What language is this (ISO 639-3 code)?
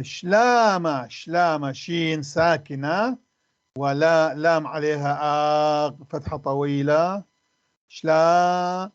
apc